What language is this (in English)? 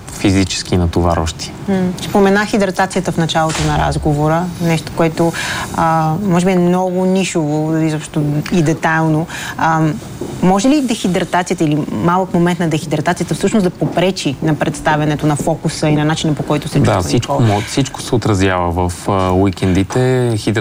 Bulgarian